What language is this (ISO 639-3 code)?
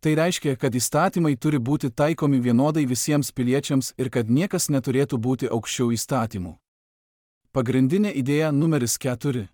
lit